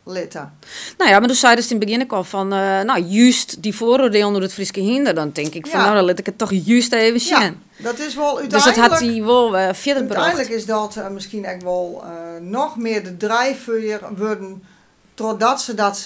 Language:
Western Frisian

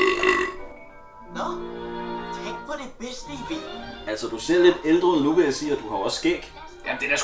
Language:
Danish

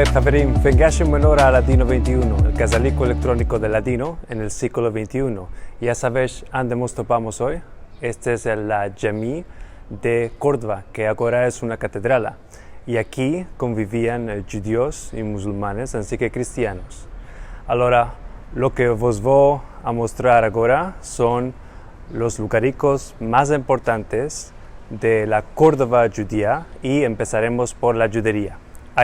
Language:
Ladino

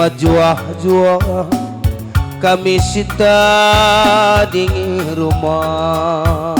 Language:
Batak Karo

